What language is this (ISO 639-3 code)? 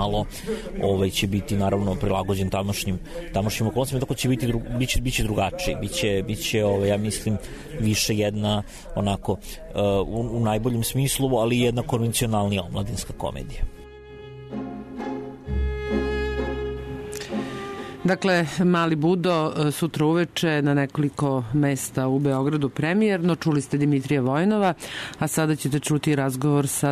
srp